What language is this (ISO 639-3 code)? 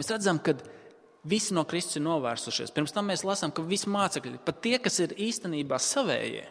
lav